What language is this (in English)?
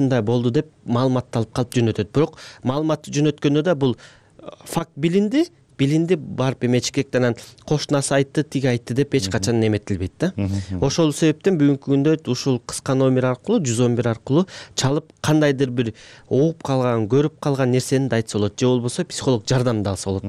Kyrgyz